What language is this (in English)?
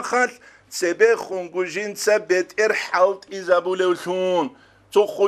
Avaric